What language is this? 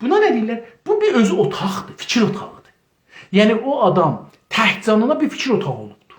South Azerbaijani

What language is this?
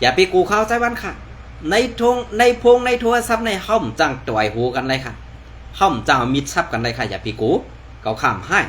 Shan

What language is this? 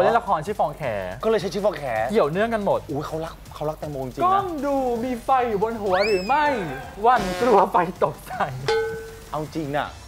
Thai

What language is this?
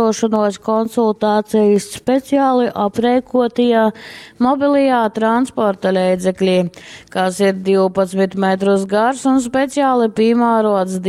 Latgalian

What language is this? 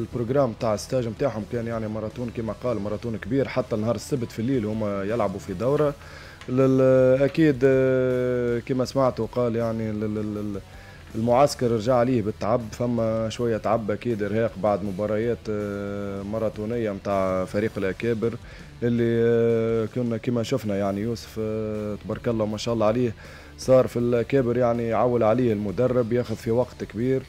Tunisian Arabic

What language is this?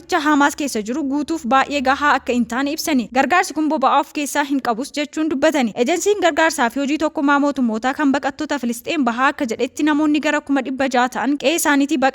Oromo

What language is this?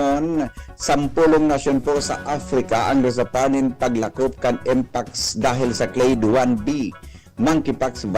Bikol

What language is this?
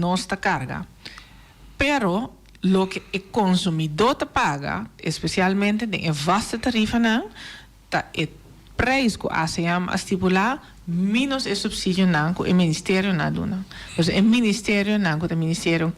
Papiamento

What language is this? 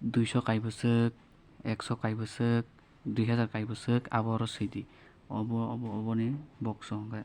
Kok Borok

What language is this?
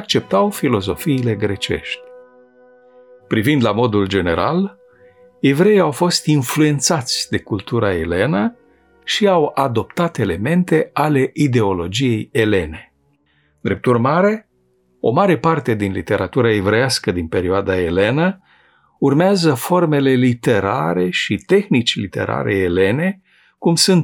Romanian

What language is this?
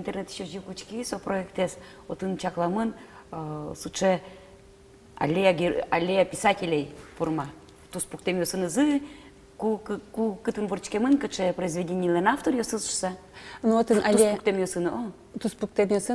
Udmurt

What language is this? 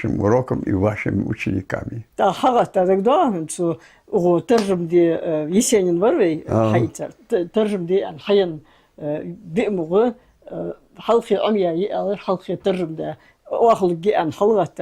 Ingush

